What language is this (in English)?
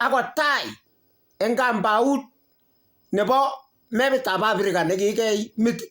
Kalenjin